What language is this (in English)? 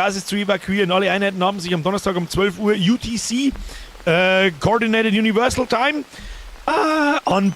Bavarian